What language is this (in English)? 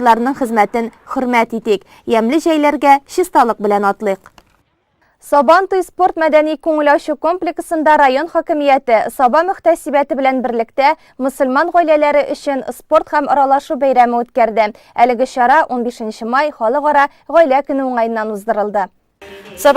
Tatar